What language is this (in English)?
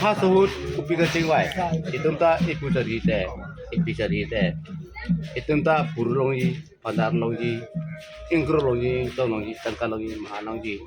Karbi